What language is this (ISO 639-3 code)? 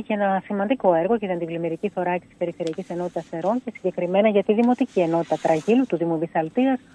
ell